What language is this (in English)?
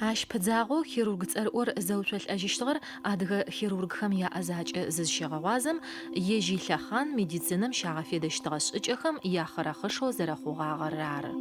Adyghe